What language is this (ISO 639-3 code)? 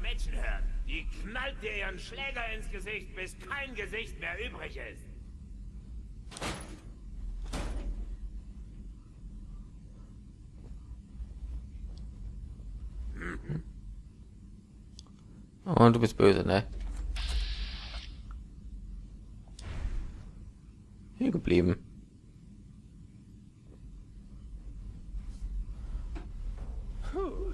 deu